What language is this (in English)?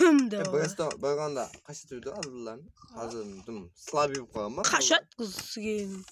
Kara-Kalpak